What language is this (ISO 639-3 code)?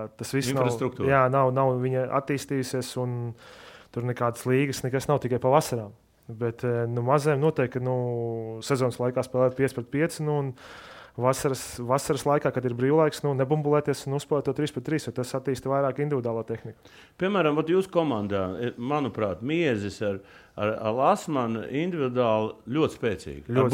lav